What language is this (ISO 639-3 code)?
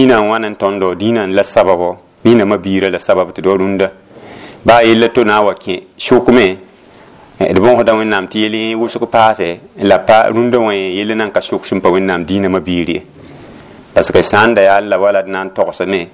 mos